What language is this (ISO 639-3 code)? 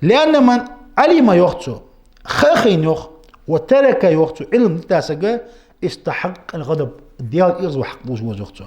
inh